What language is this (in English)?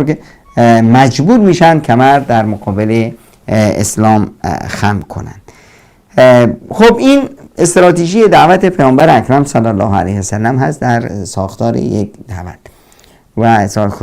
Persian